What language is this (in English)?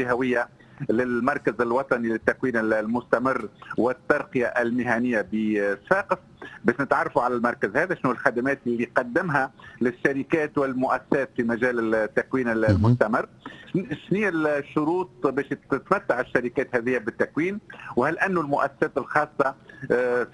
Tunisian Arabic